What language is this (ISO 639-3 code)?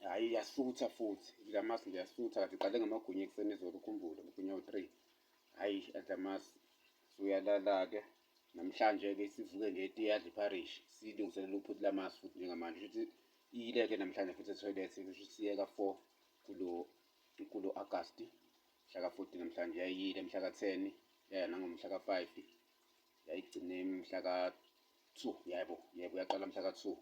zul